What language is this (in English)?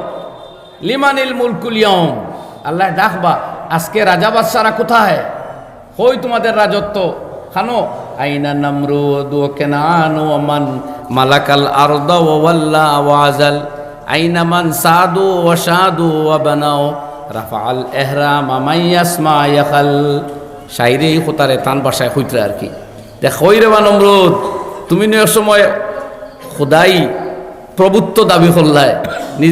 Sylheti